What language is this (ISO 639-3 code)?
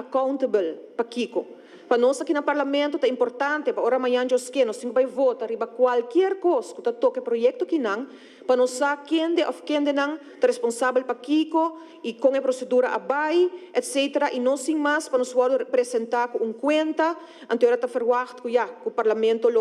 pap